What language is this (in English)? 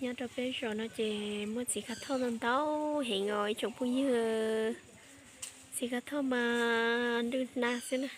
Hmong